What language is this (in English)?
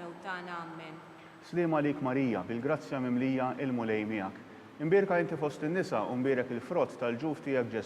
Maltese